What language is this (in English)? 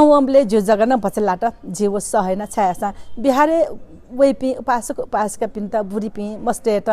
Newari